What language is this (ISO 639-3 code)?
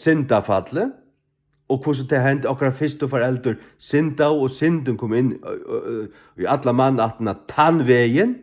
fao